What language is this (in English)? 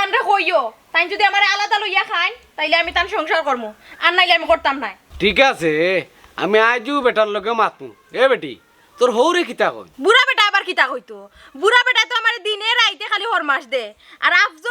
Sylheti